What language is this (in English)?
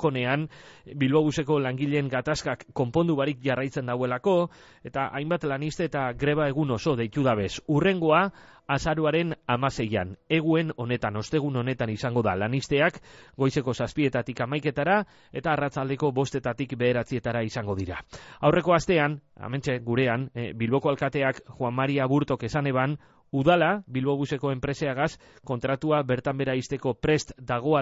Basque